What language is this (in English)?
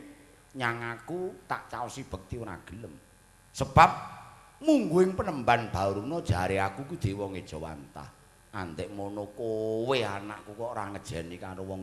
Javanese